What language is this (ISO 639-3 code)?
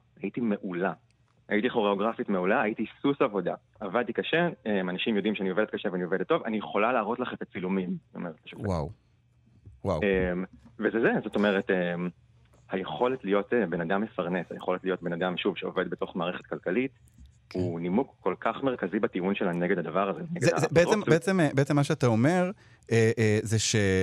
heb